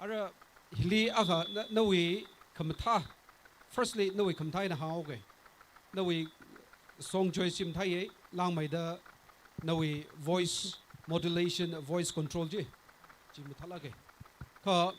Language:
Tangkhul Naga (India)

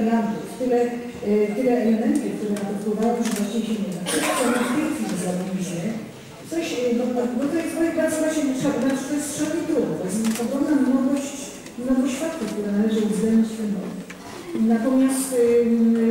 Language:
Polish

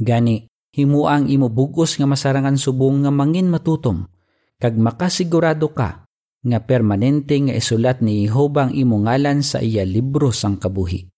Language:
Hiligaynon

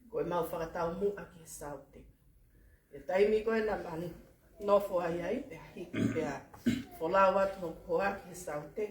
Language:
Tongan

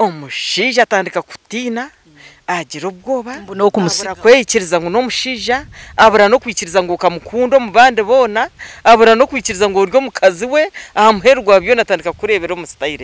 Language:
Nyankole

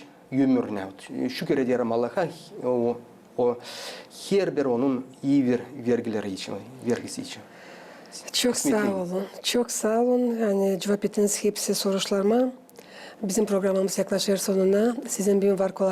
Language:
Gagauz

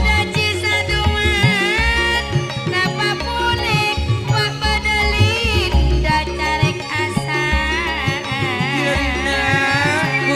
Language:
Madurese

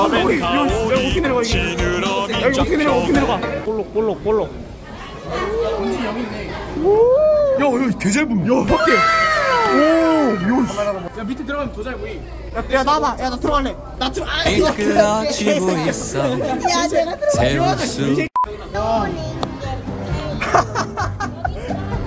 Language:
Korean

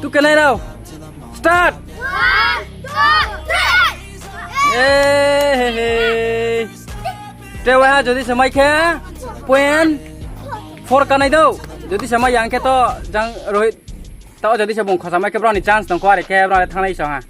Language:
Riang (India)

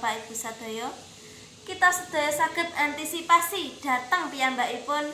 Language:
Javanese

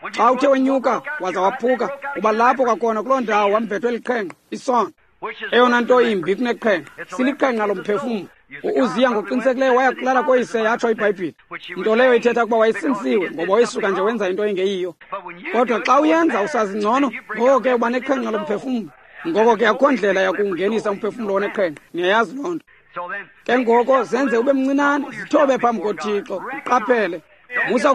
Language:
Xhosa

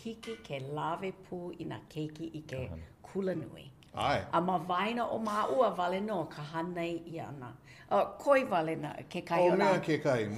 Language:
Hawaiian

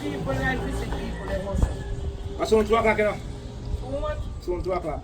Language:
Jamaican Creole English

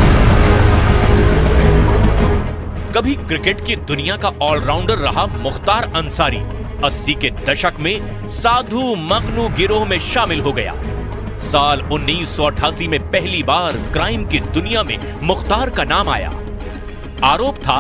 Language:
Hindi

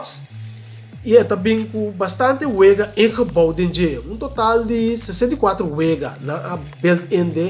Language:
Papiamento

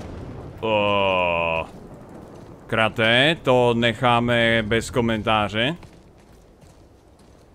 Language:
Czech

